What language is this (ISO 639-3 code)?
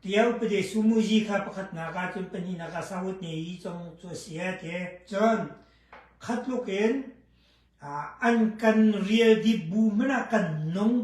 cnh